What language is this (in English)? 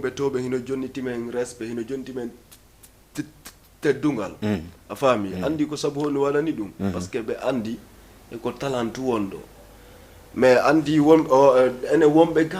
Fula